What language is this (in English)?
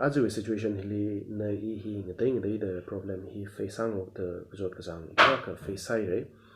Tangkhul Naga (India)